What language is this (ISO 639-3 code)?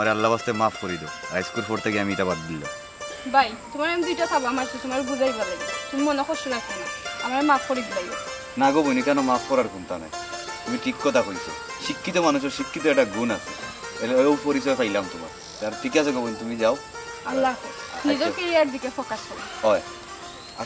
syl